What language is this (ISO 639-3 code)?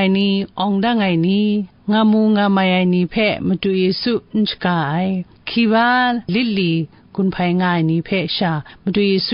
kac